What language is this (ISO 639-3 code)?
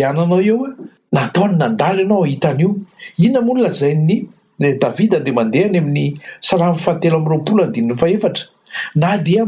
mlg